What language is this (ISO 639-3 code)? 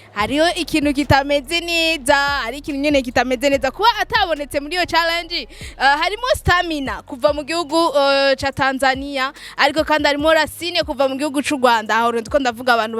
run